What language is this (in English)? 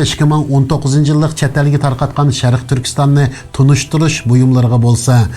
Uyghur